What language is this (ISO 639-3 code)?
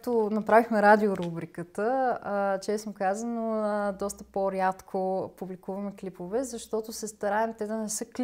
bul